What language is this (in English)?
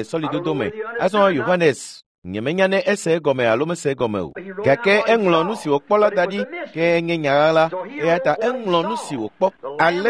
Ewe